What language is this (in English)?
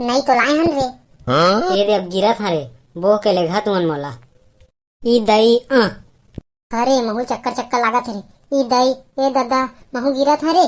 Chhattisgarhi